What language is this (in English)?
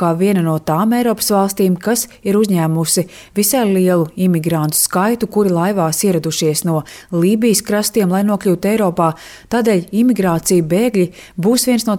Latvian